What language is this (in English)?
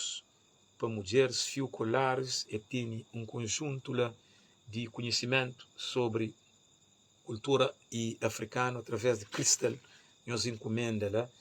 Kabuverdianu